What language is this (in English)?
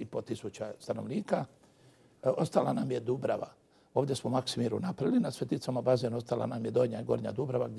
Croatian